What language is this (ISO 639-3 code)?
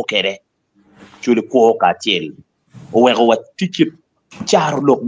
ach